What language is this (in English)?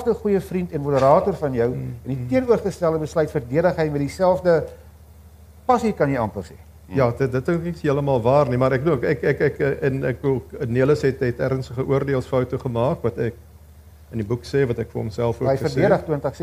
Afrikaans